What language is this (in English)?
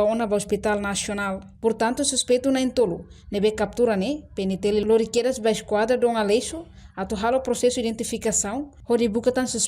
Tetum